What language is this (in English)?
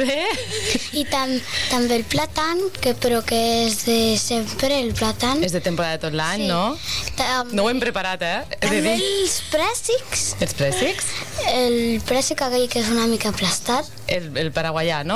Catalan